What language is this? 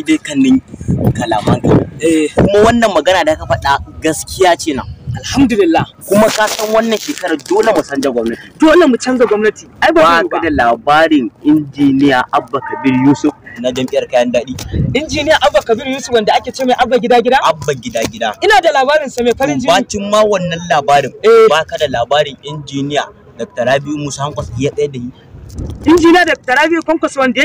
Hausa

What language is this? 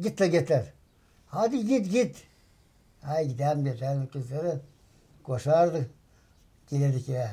Gagauz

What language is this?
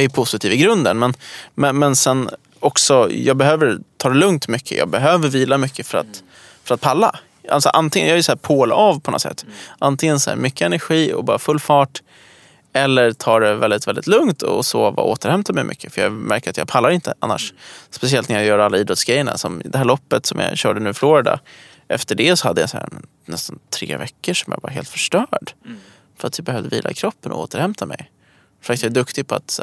Swedish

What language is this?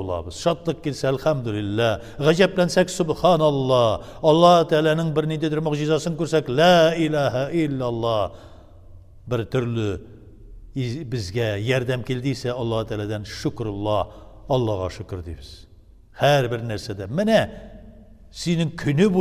Tatar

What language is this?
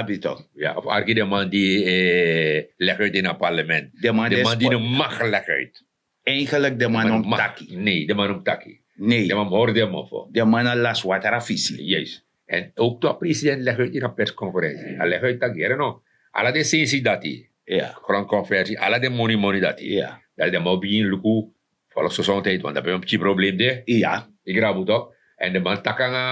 Sranan Tongo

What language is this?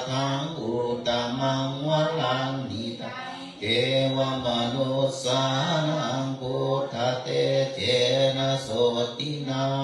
Pali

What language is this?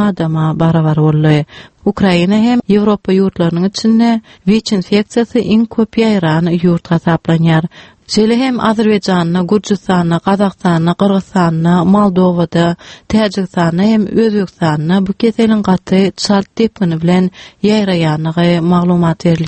Turkmen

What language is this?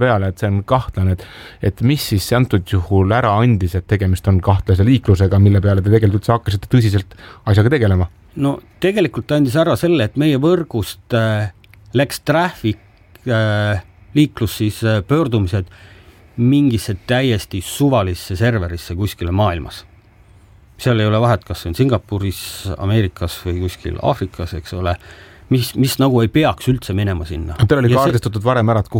Estonian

